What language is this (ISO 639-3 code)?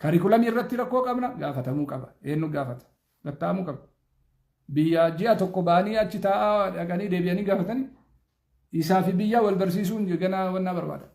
orm